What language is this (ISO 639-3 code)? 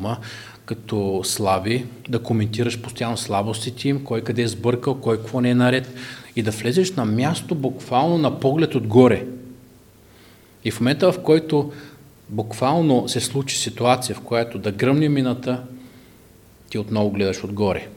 bul